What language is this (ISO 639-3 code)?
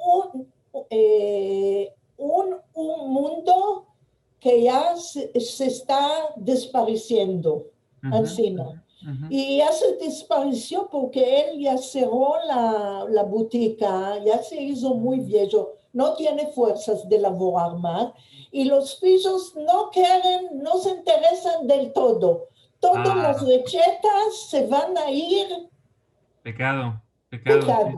lad